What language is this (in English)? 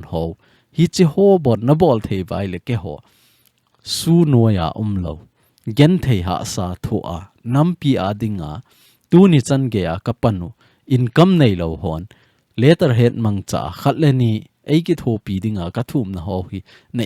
Thado Chin